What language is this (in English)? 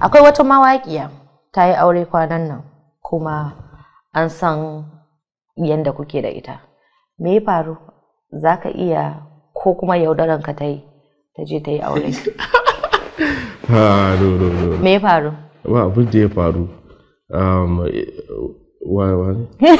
Hausa